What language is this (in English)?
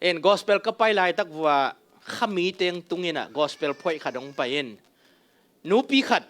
Tedim Chin